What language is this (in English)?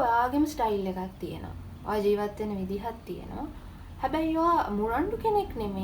Sinhala